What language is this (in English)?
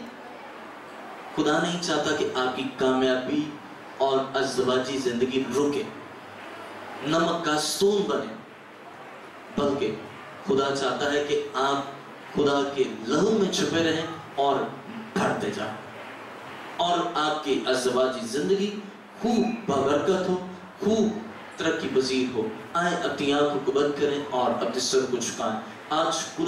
Urdu